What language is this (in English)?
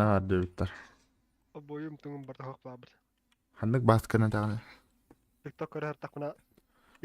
Yakut